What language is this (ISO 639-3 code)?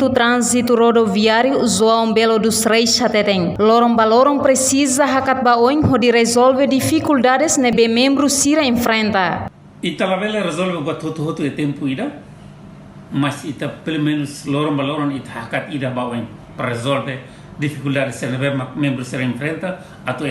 tet